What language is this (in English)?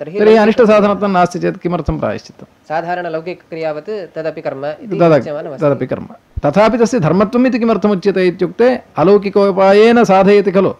Sanskrit